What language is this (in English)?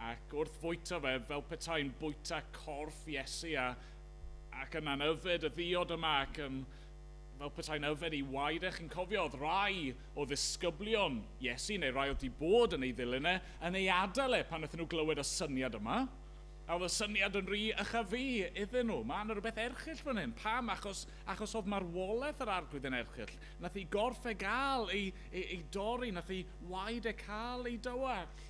Welsh